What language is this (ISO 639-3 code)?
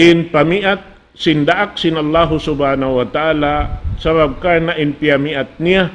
tsg